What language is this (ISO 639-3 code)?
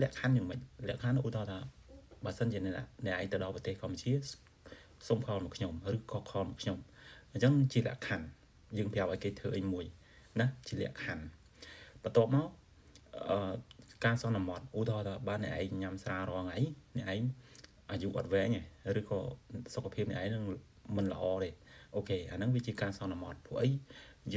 khm